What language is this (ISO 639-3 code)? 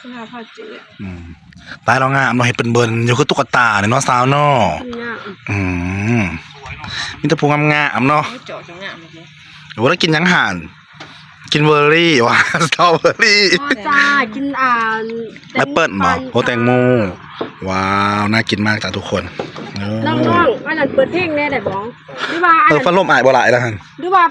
tts